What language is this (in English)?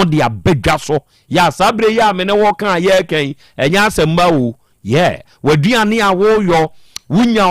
Akan